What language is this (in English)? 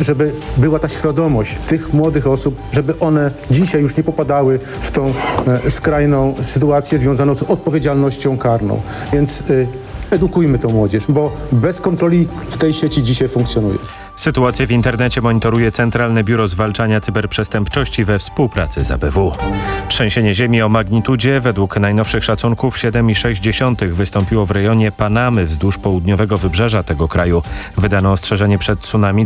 Polish